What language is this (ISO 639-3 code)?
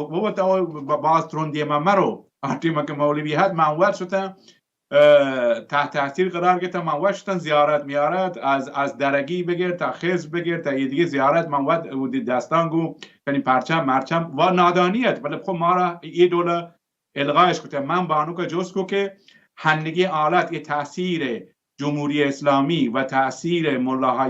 bal